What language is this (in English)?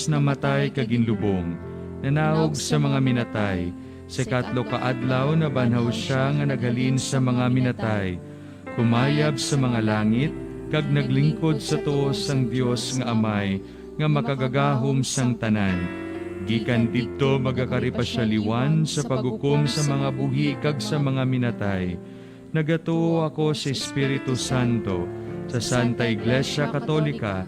Hiligaynon